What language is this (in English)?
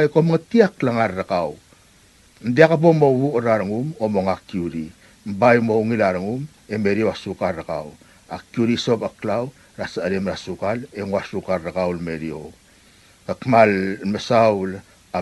Palauan